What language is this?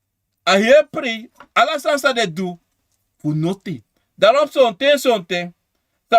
Sranan Tongo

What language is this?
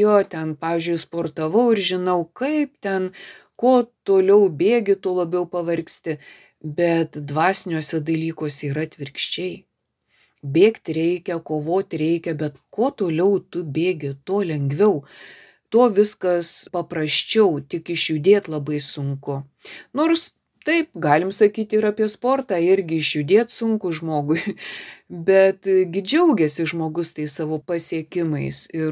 Lithuanian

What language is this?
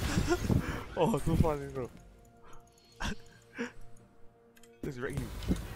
English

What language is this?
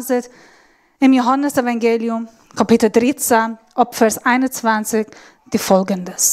Swiss German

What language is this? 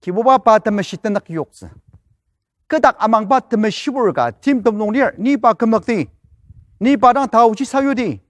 Ao Naga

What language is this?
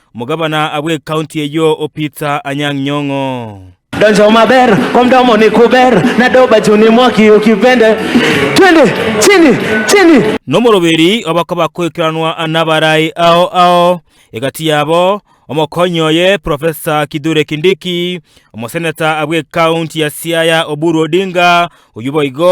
Gusii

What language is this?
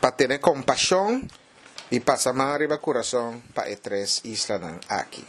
Papiamento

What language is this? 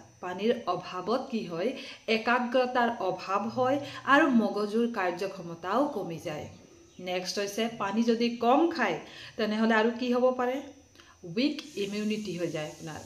Assamese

